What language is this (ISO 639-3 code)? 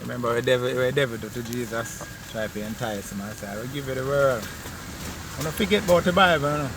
jam